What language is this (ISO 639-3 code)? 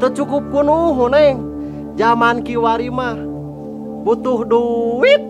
sun